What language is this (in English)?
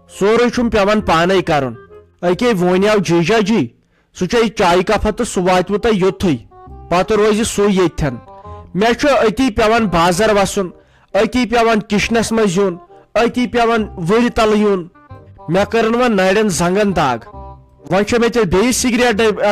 Kashmiri